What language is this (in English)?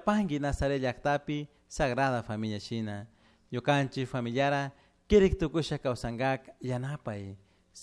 Chimborazo Highland Quichua